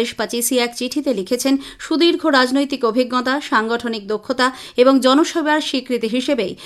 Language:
Bangla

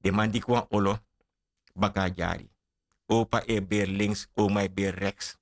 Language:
Sranan Tongo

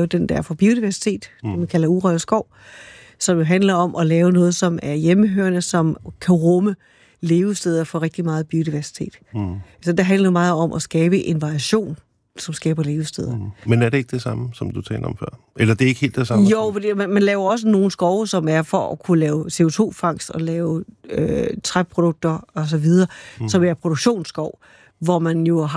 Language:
Danish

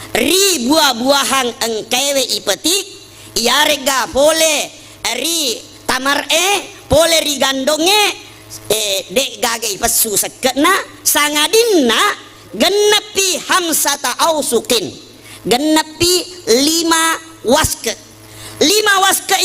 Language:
Buginese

